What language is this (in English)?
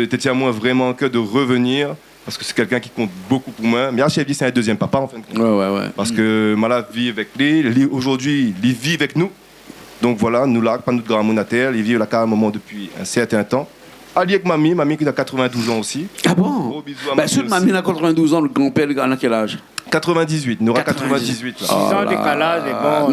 Réunion Creole French